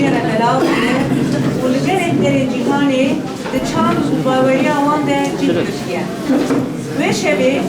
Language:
Kurdish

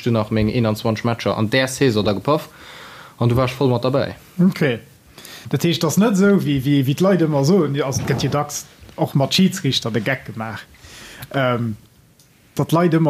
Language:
Luxembourgish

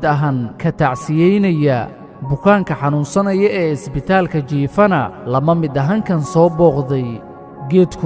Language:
Somali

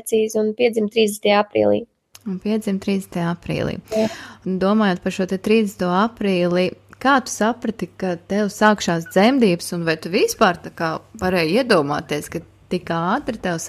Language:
Latvian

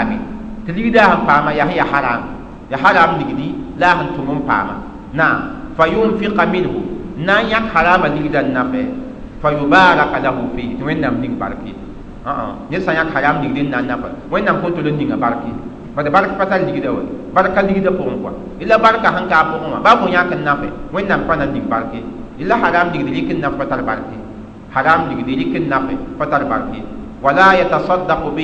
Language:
Mossi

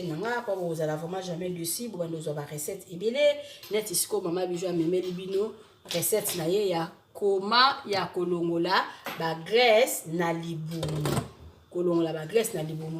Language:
Lingala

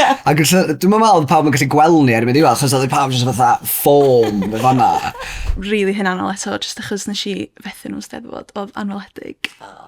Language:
Welsh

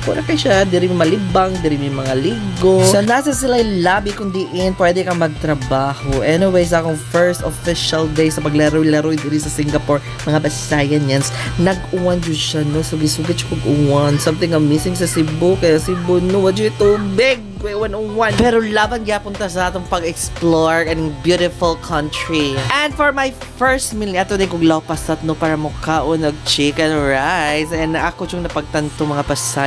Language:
Cebuano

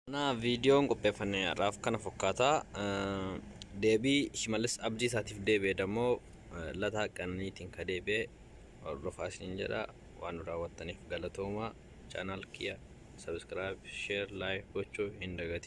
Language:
Oromo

